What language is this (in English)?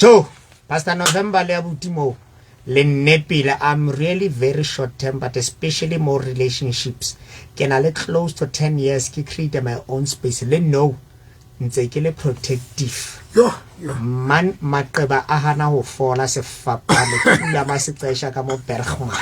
Southern Sotho